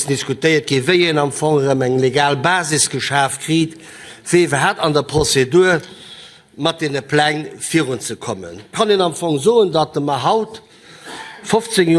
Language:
Luxembourgish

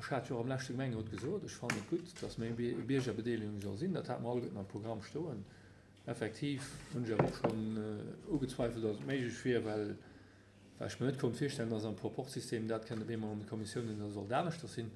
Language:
Luxembourgish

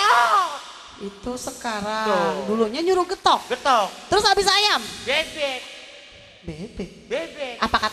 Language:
Betawi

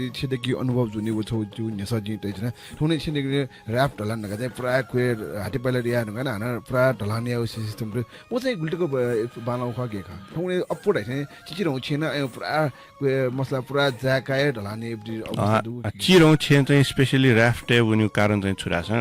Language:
Newari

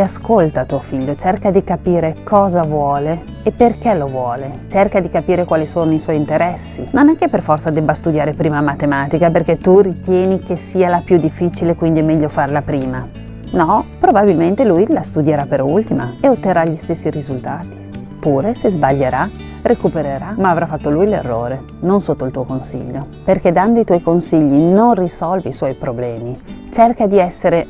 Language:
Italian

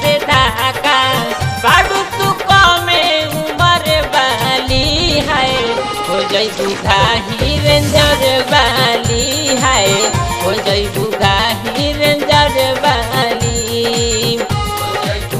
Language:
Bhojpuri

